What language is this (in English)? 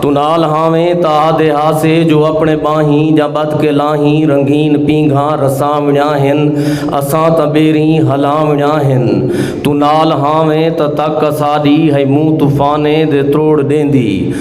Saraiki